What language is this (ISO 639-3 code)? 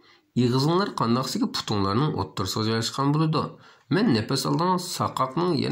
uig